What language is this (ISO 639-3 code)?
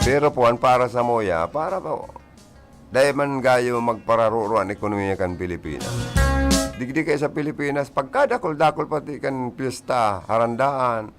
bik